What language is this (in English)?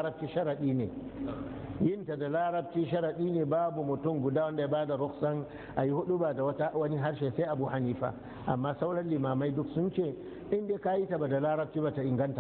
Hausa